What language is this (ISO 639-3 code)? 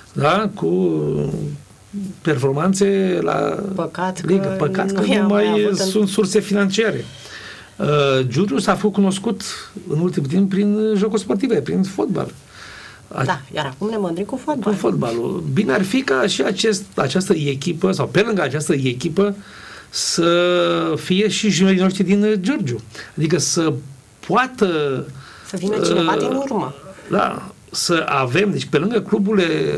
ron